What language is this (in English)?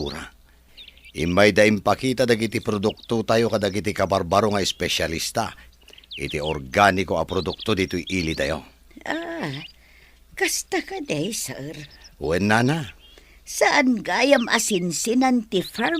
Iloko